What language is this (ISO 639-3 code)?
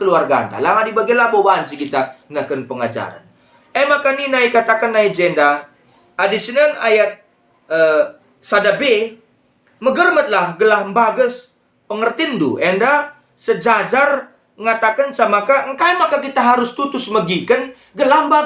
btx